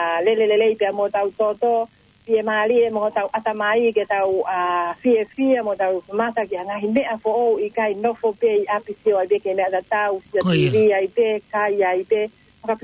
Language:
Tongan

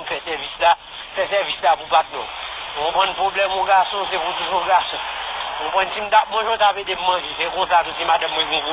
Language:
Haitian Creole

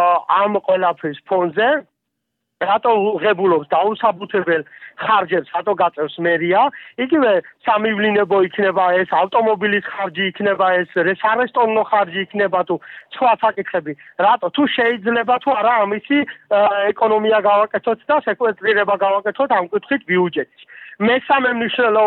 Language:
Georgian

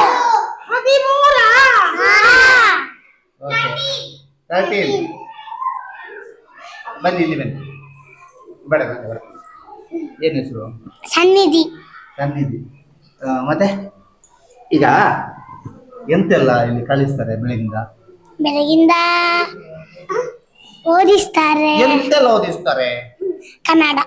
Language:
Kannada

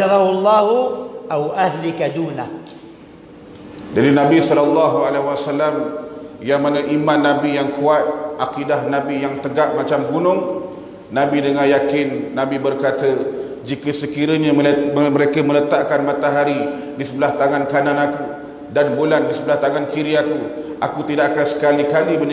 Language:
Malay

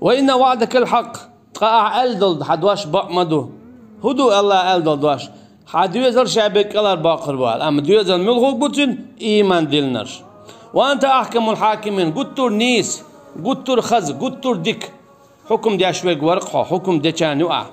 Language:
Chechen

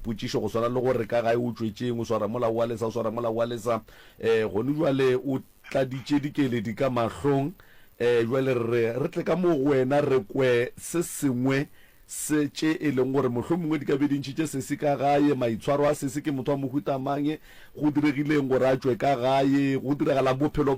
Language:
Northern Sotho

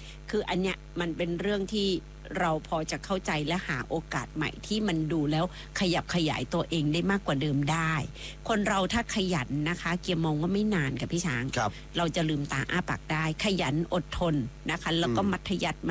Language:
Thai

